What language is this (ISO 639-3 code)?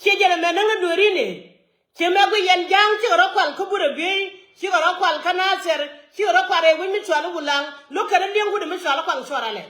nus